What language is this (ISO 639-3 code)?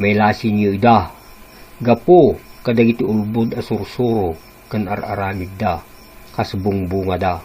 ilo